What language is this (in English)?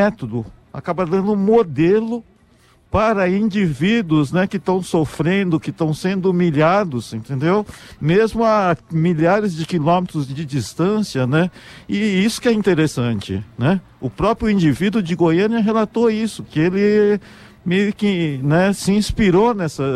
Portuguese